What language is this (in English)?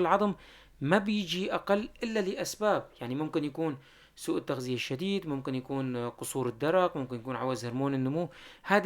North Levantine Arabic